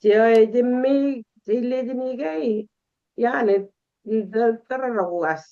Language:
Kalenjin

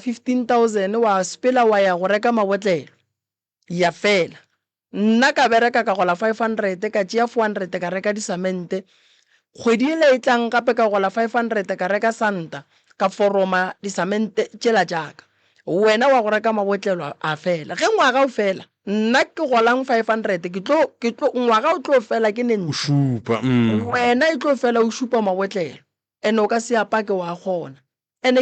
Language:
Northern Sotho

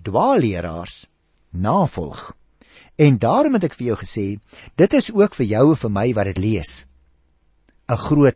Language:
Afrikaans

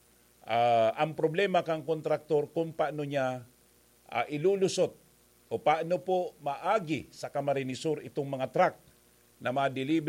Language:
Bikol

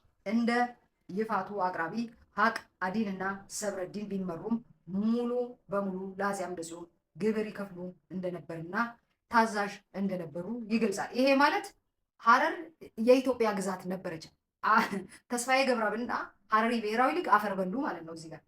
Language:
Amharic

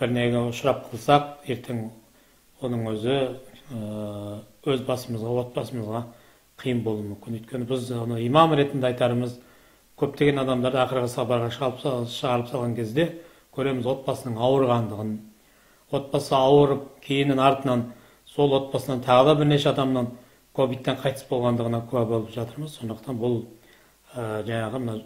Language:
Kazakh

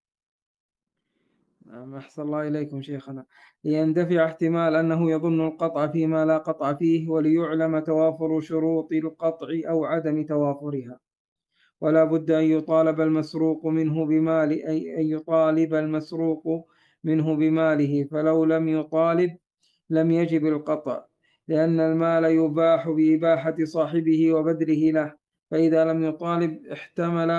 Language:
Arabic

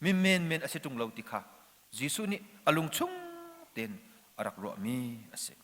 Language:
Hakha Chin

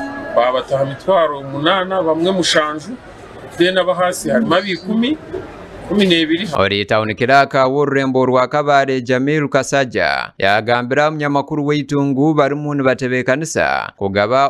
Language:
Nyankole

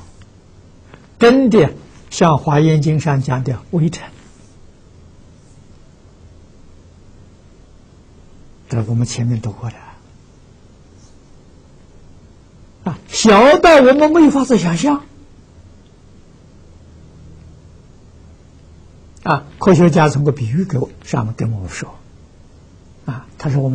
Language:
Chinese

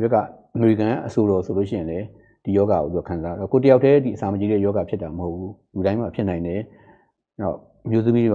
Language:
Burmese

